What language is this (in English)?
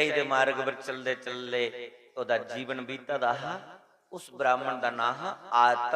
Dogri